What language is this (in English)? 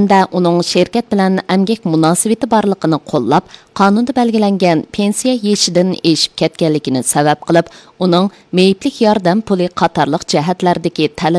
Uyghur